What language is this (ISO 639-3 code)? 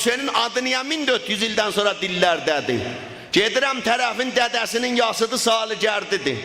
azb